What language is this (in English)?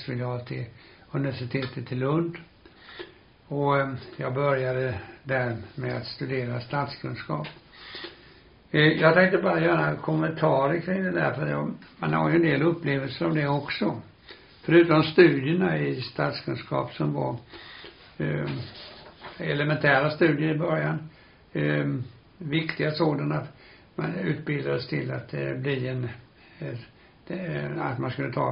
Swedish